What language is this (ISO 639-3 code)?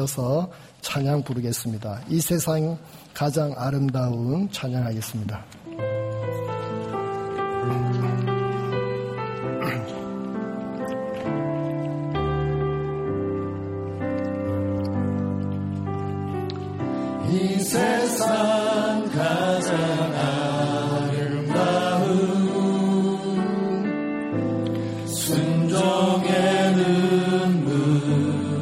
kor